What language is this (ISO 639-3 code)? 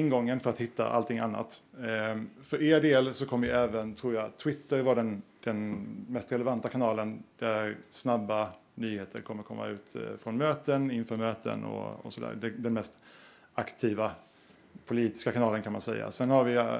swe